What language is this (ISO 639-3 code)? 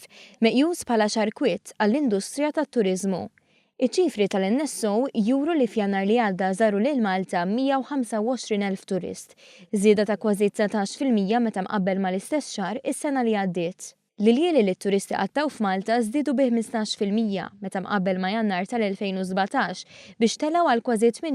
mlt